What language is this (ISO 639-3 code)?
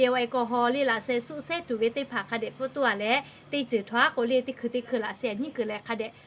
lhu